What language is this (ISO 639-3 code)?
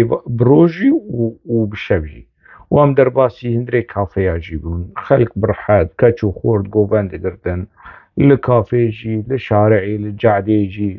kur